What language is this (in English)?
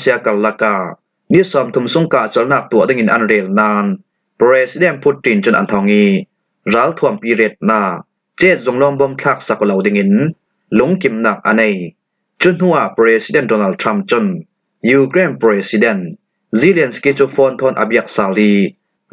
Falam Chin